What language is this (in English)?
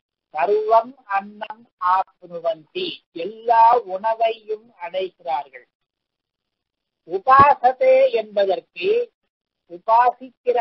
Tamil